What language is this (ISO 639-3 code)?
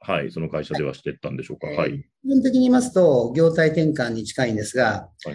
jpn